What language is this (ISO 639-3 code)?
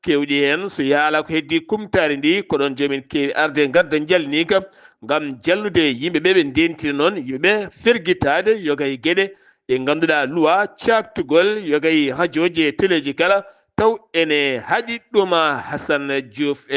ful